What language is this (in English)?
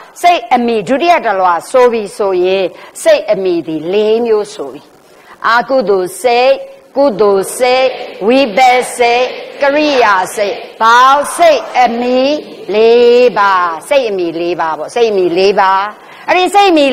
Burmese